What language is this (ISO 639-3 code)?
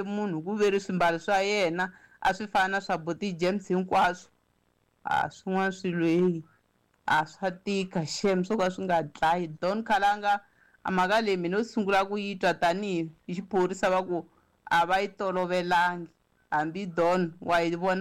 tso